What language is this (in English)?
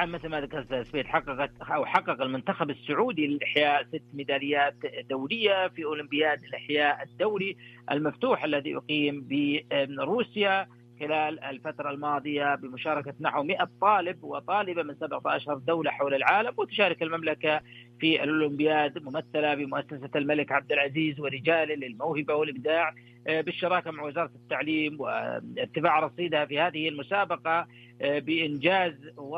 Arabic